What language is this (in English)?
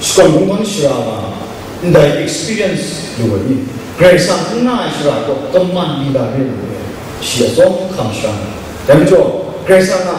Kachin